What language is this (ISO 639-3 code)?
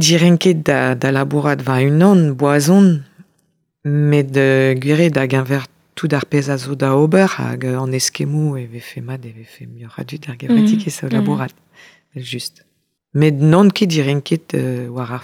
bre